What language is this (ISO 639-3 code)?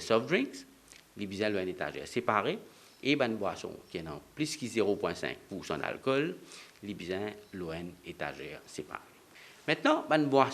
mfe